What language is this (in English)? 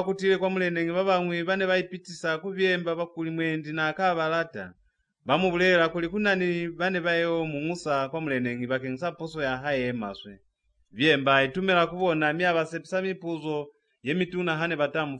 Lozi